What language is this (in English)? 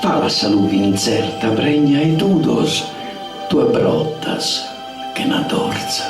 Sardinian